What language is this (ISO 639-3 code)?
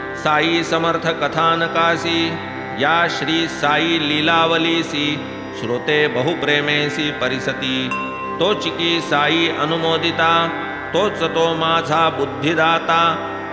mar